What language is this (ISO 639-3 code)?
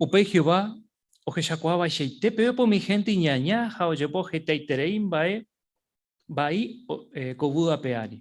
grn